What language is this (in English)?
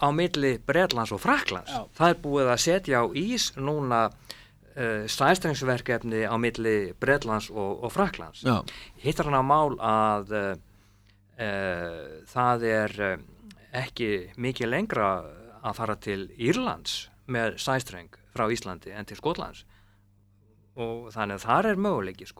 Icelandic